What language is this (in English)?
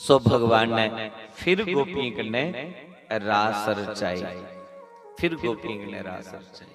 Dogri